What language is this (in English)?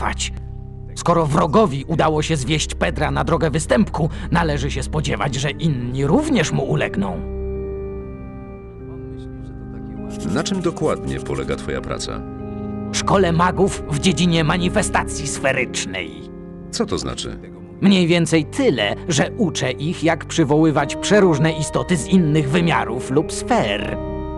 Polish